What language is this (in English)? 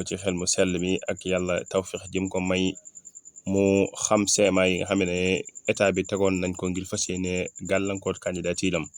Wolof